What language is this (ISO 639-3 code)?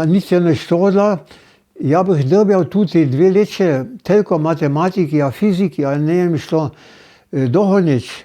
hsb